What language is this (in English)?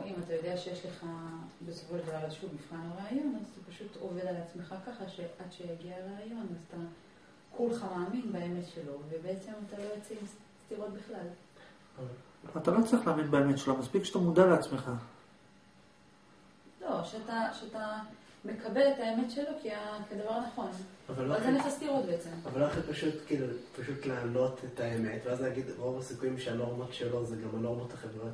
Hebrew